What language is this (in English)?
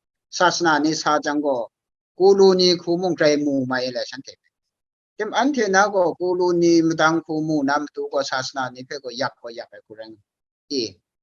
Kachin